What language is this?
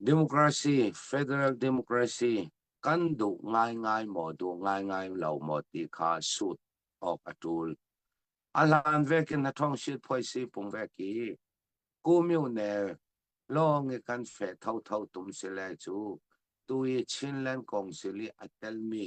Falam Chin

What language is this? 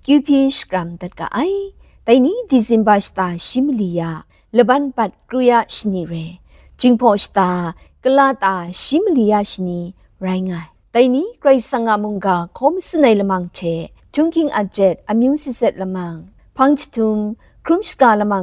Kachin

